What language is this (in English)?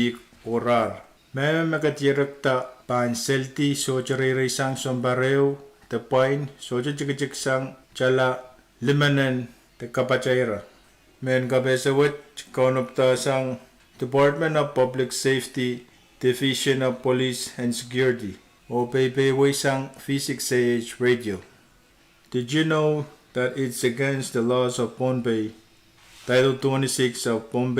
Pohnpeian